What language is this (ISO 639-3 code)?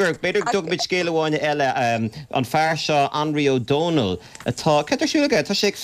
gle